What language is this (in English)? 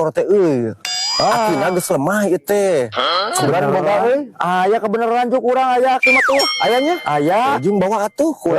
Sundanese